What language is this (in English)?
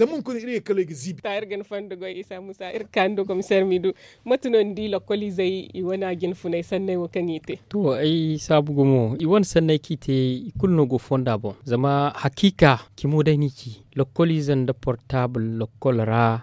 Zarma